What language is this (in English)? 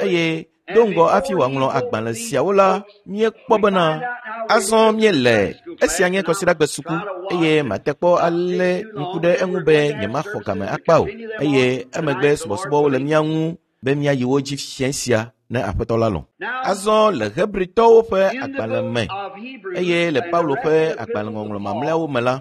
Ewe